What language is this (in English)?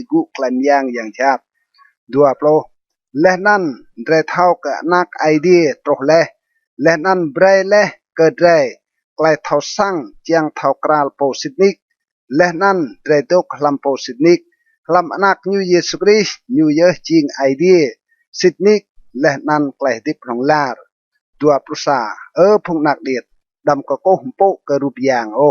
Rade